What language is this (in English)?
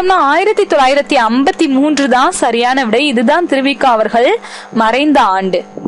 Tamil